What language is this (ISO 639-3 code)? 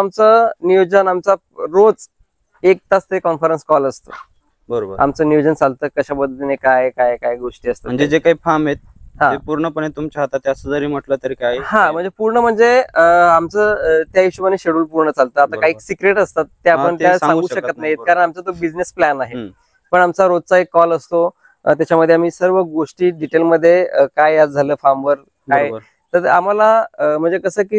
mar